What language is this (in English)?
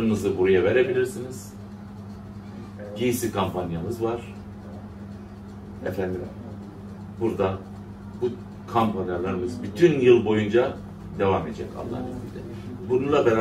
Turkish